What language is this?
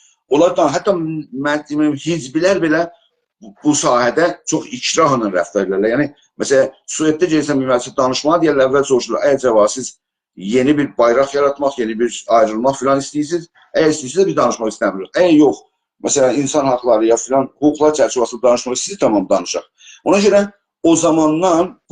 South Azerbaijani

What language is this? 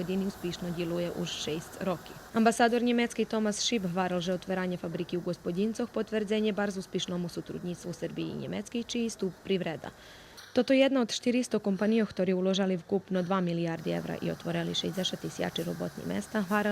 Rusyn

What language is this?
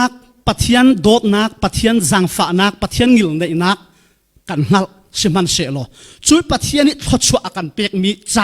Falam Chin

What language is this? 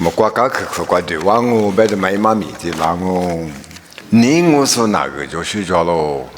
Lisu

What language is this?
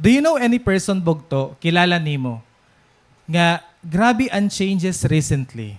Waray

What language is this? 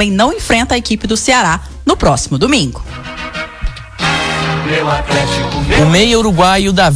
Portuguese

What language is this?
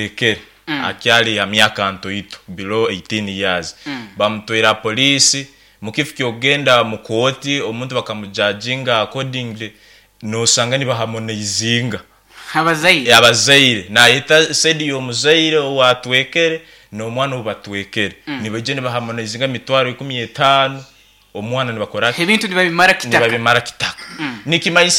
Nyankole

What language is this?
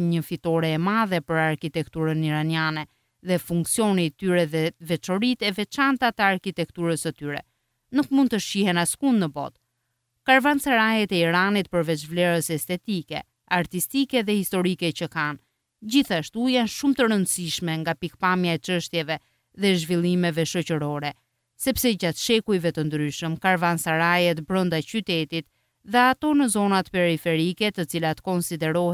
Albanian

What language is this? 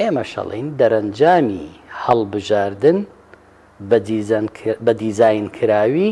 Central Kurdish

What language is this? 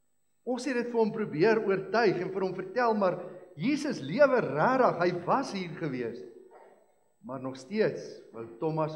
Afrikaans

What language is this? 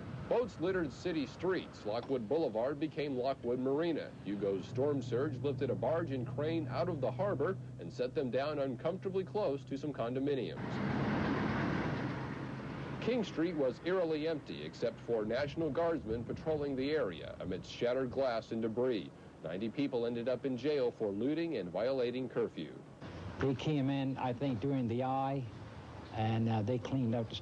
English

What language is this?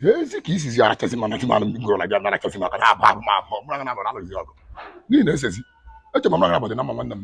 Igbo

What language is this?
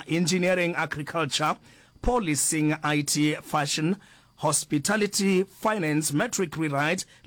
Northern Sotho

